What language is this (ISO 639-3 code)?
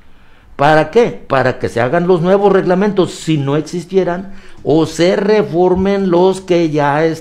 spa